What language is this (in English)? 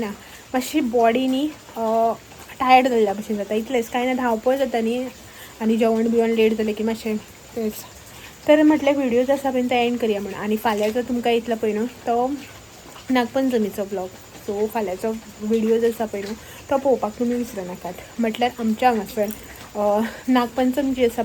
Konkani